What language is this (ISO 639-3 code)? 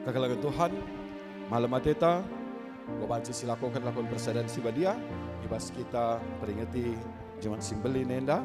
btx